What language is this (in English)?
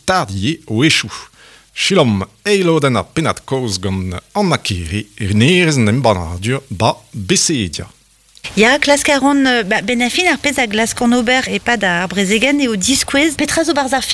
Breton